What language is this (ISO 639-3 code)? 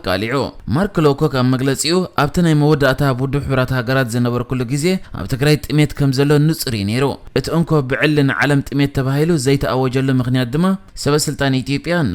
tir